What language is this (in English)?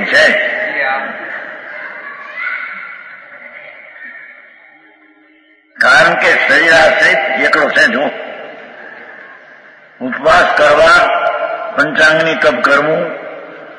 Gujarati